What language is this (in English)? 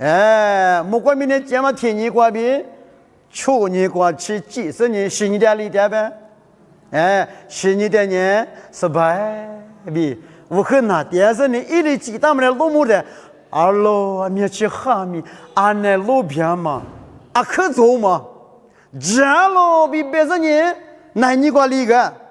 Lisu